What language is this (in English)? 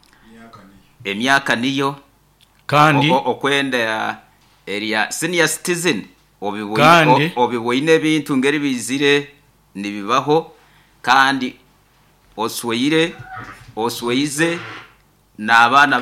Nyoro